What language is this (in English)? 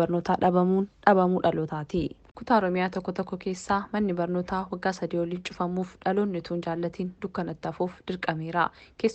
Oromo